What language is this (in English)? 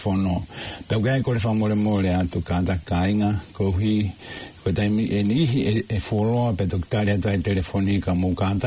Tongan